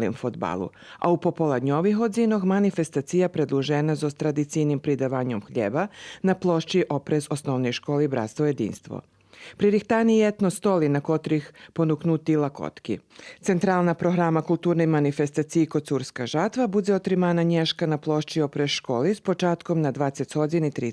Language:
Rusyn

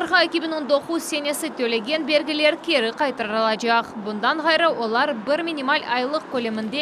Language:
Crimean Tatar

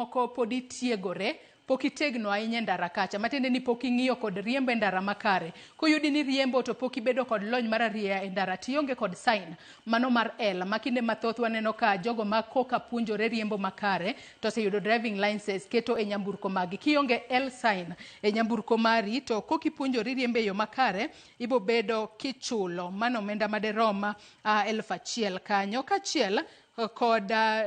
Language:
Luo (Kenya and Tanzania)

